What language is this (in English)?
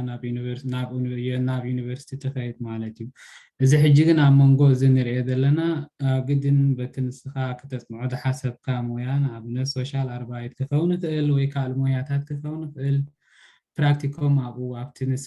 Tigrinya